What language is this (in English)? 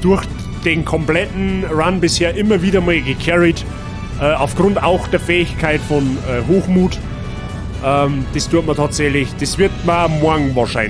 Bavarian